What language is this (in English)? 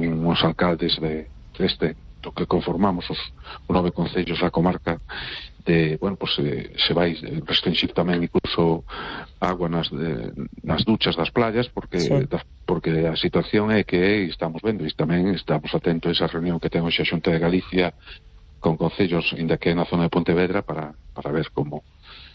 Galician